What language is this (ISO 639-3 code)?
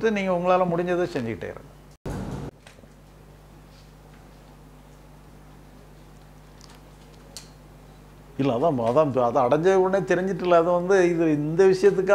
tam